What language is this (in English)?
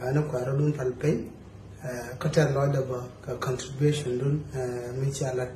Nuer